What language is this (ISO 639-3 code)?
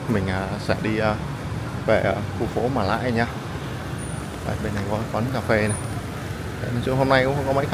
vie